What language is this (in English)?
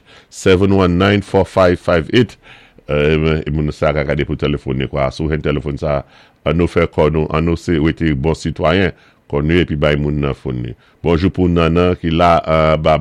Saint Lucian Creole French